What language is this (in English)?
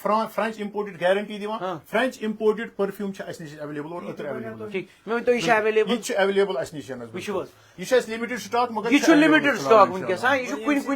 Kashmiri